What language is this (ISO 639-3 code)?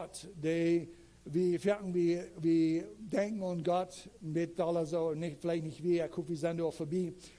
pdt